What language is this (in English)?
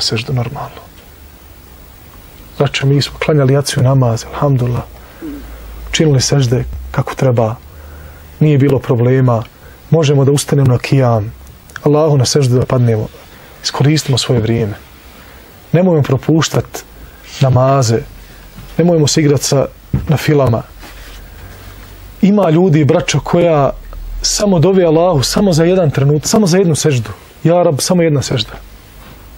Bosnian